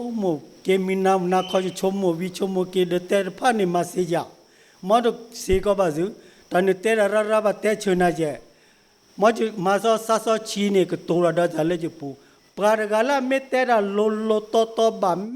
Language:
S'gaw Karen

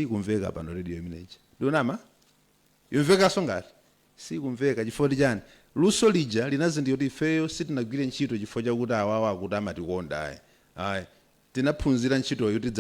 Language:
Nyanja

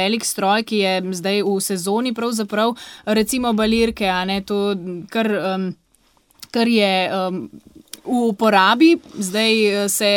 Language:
Slovenian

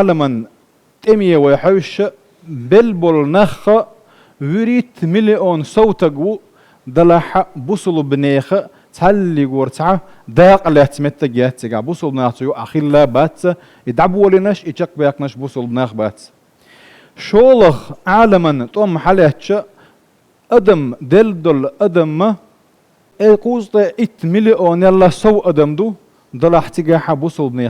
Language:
Chechen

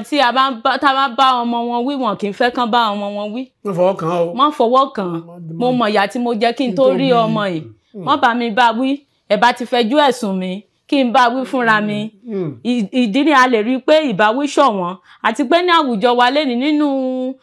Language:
Yoruba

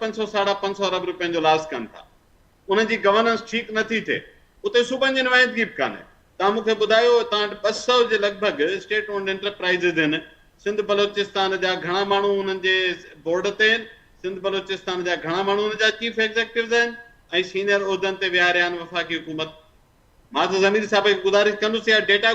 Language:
Sindhi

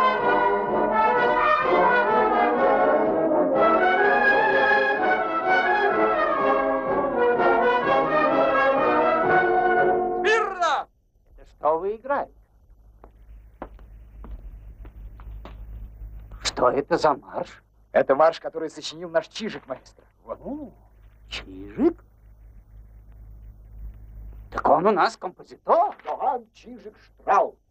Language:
Russian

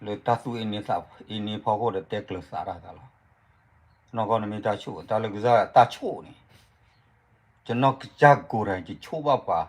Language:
S'gaw Karen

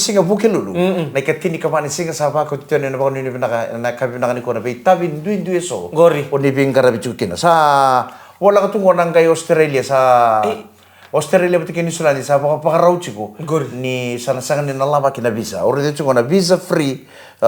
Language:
Fijian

